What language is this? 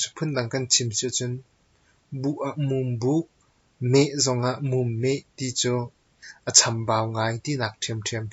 Hakha Chin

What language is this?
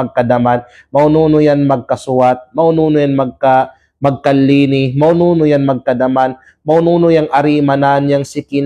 Kalagan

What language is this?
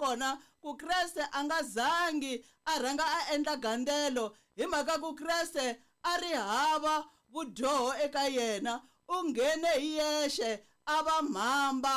Tsonga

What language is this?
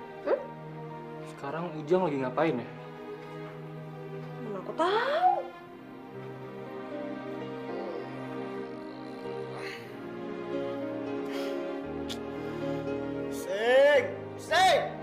Indonesian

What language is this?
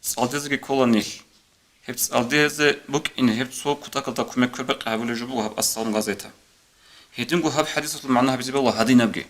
Avaric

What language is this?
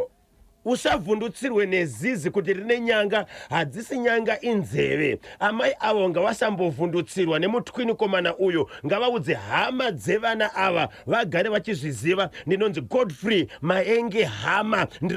Shona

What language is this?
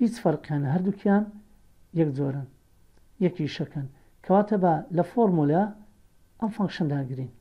Central Kurdish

